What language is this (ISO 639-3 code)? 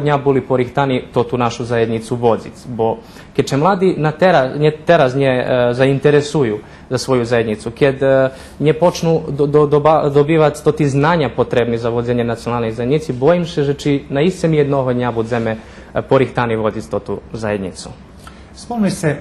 rue